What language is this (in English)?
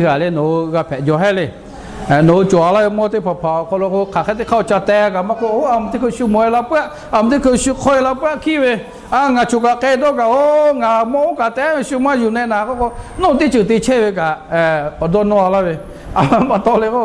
Lahu